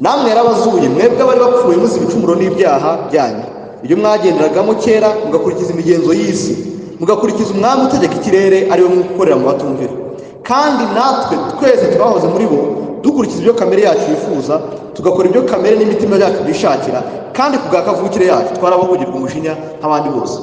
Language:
Kinyarwanda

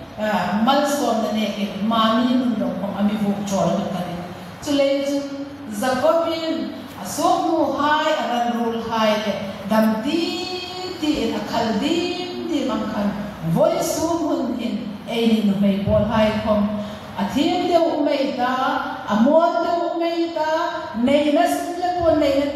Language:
Hmar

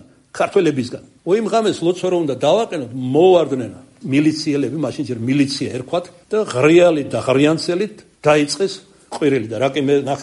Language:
Georgian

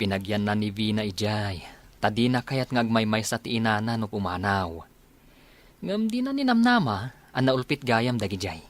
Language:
Iloko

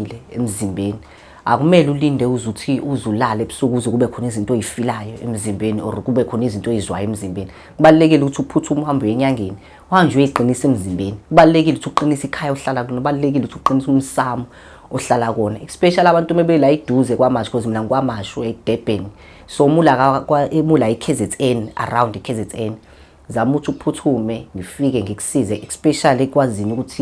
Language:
Zulu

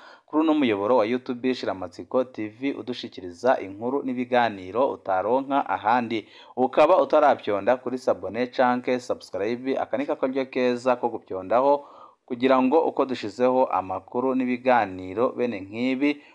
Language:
Rundi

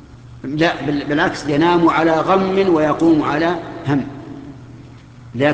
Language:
Arabic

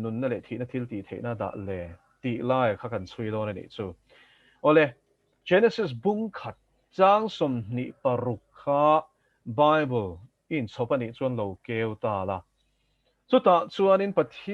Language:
Mizo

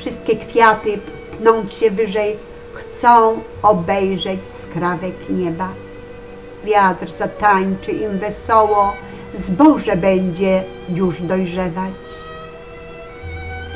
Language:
Polish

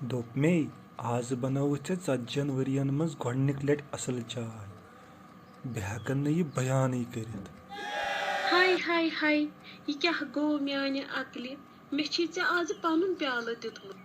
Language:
Kashmiri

